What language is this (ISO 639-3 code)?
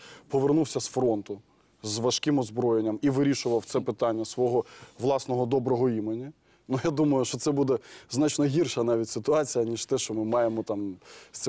ukr